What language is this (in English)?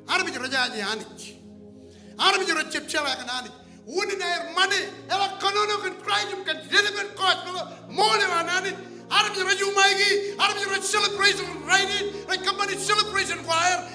Marshallese